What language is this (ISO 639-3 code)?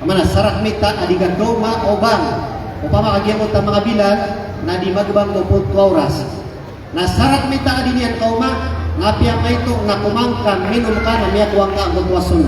mrw